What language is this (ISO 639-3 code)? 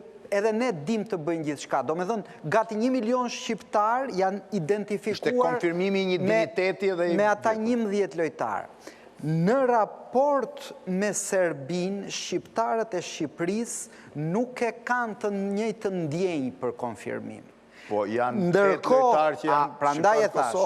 sqi